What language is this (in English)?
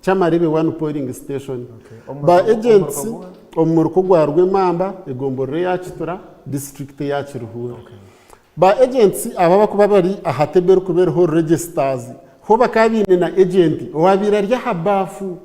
Nyankole